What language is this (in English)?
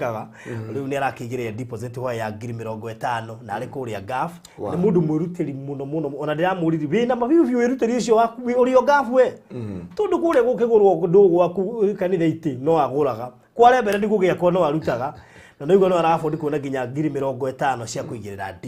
Kikuyu